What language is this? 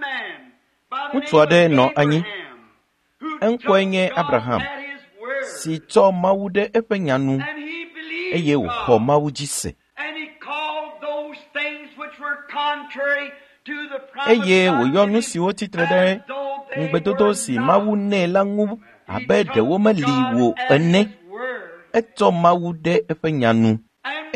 Ewe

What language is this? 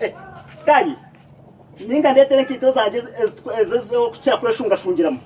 Nyankole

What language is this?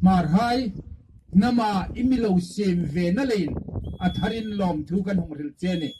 Hmar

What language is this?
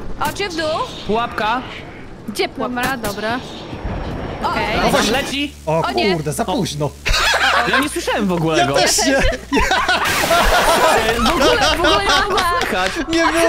Polish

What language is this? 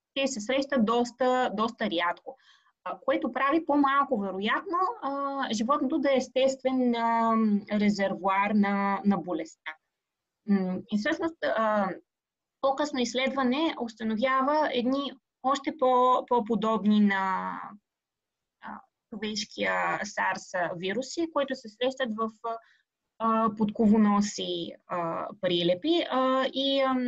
Bulgarian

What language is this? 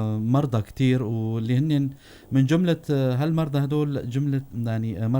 North Levantine Arabic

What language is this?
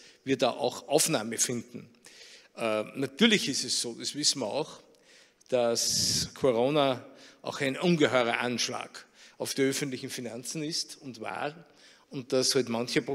German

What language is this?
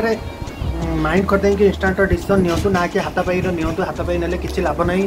Odia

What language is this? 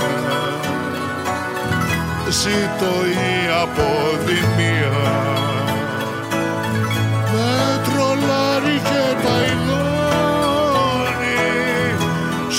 Greek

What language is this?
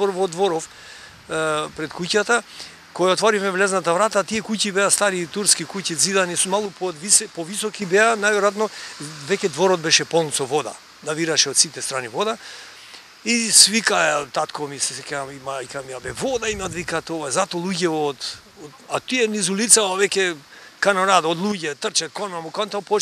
Macedonian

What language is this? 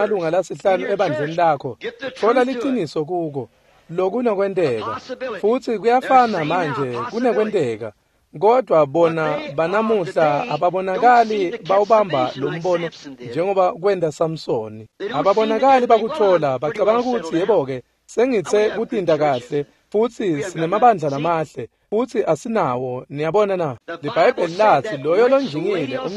Swati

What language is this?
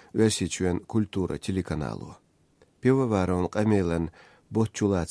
Chechen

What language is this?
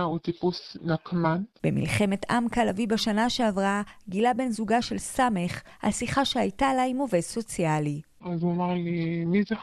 Hebrew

